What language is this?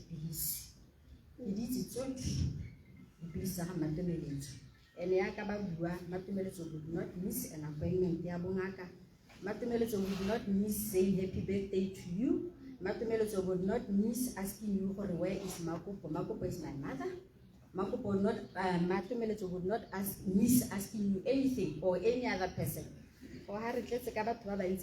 Tswana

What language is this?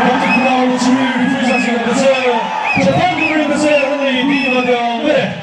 Chokri Naga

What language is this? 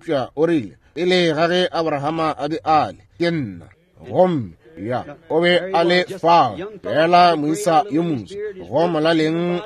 Northern Sotho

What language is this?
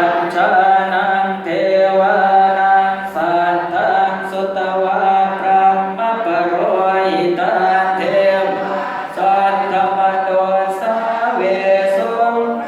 Pali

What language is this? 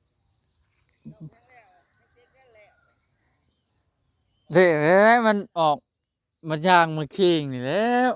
Northeastern Thai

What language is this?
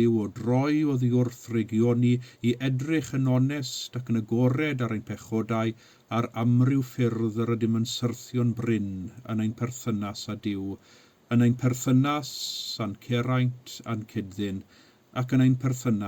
Welsh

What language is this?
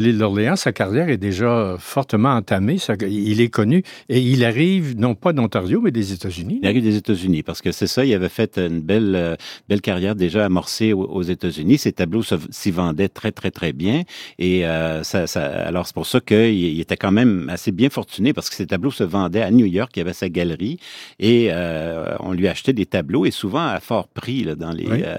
French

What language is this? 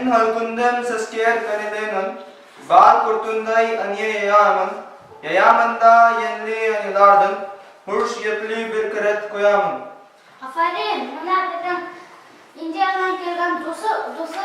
Bashkir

